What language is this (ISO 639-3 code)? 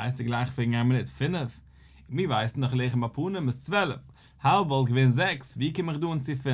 yid